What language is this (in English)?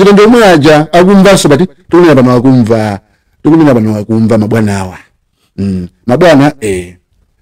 Nyanja